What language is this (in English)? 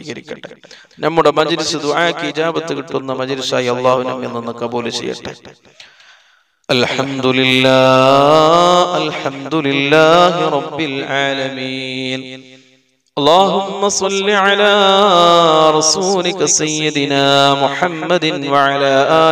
Malayalam